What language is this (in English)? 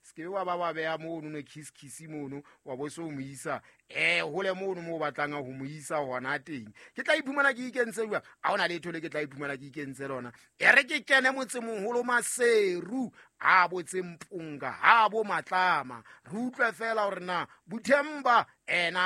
Southern Sotho